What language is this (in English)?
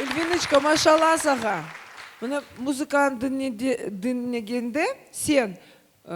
Crimean Tatar